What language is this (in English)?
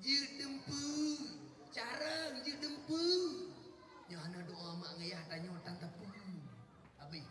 Achinese